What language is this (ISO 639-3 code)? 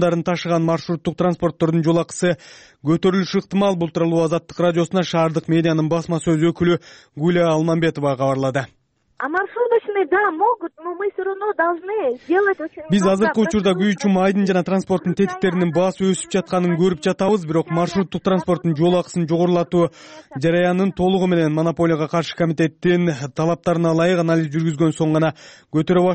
kir